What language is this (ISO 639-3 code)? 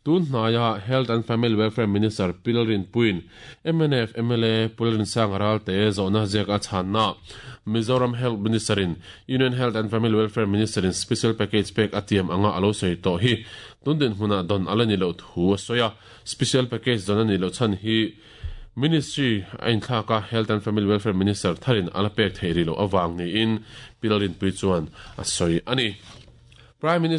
lus